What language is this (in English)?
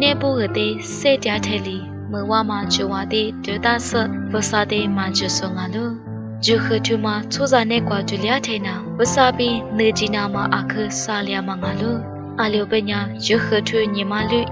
Lisu